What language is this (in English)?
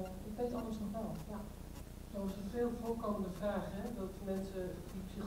Dutch